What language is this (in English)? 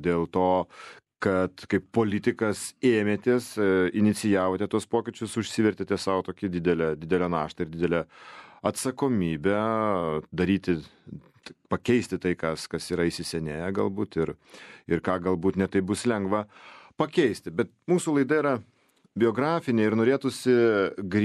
Lithuanian